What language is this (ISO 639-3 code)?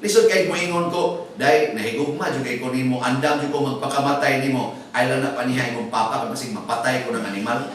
ceb